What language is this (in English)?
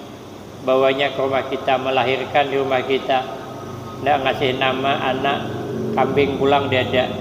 Banjar